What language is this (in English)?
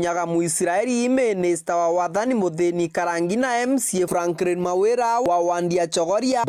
Meru